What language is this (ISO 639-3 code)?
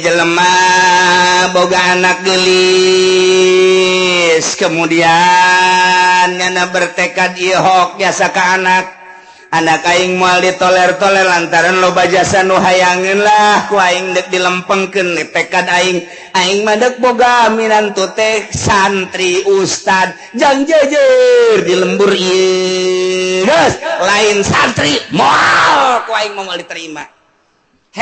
sun